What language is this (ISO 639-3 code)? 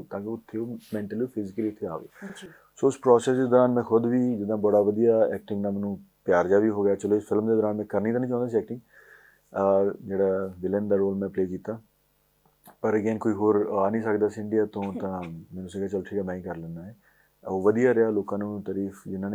pan